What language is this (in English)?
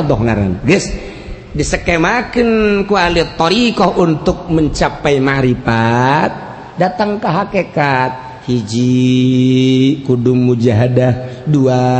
Sundanese